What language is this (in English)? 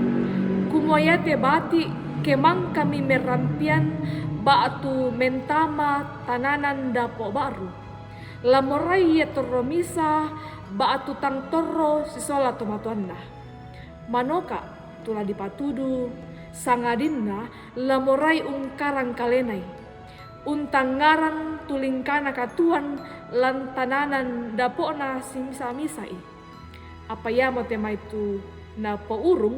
Toraja-Sa'dan